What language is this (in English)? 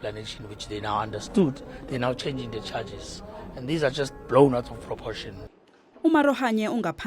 Zulu